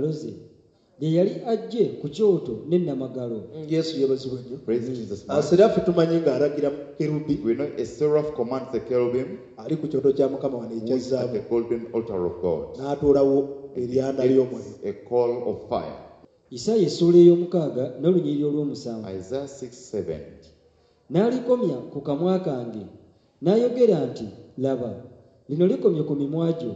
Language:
Ganda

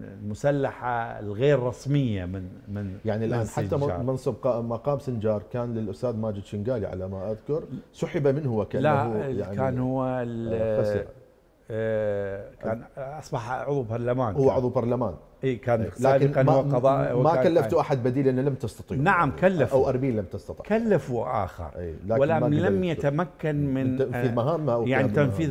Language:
Mesopotamian Arabic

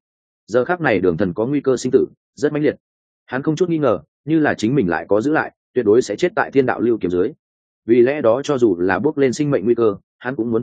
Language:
Vietnamese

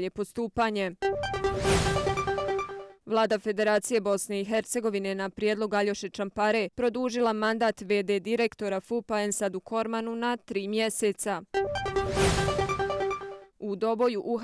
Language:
Bosnian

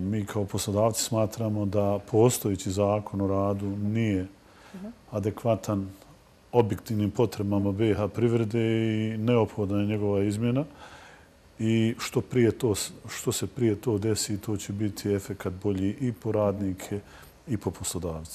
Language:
Bosnian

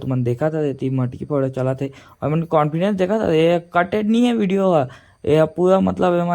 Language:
Chhattisgarhi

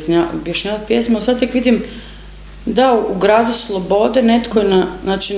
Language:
Croatian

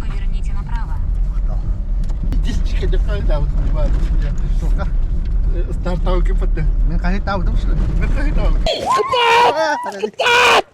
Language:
Yakut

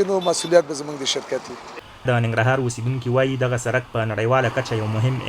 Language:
Pashto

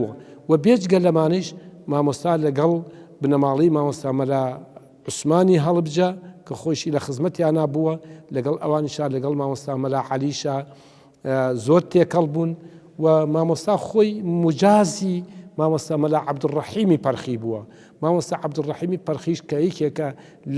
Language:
Central Kurdish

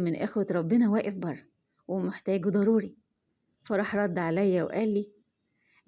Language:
Egyptian Arabic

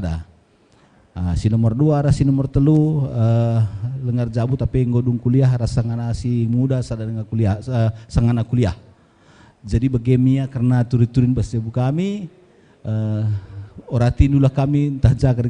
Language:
Batak Karo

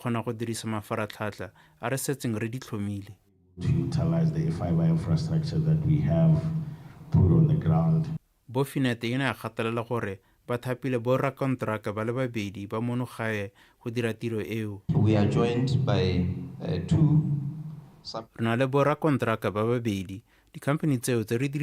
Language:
Tswana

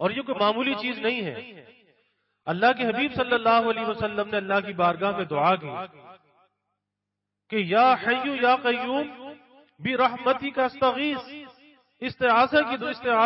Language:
Urdu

